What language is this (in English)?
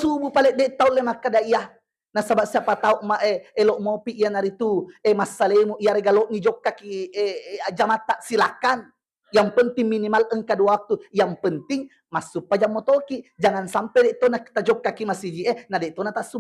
Buginese